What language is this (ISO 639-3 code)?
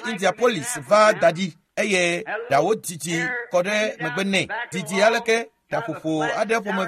ewe